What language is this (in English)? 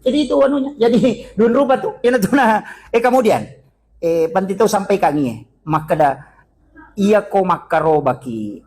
Buginese